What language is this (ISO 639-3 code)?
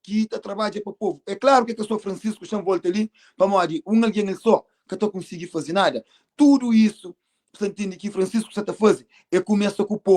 kea